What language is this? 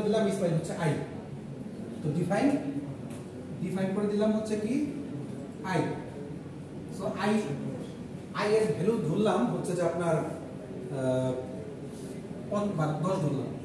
Bangla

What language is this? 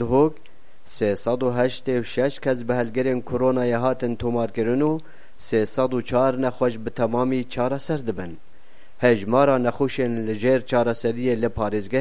Kurdish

